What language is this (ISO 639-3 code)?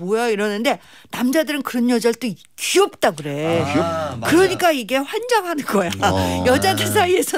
kor